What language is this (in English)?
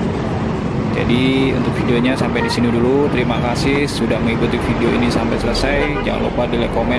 Indonesian